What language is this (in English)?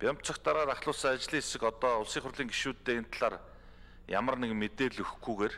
Mongolian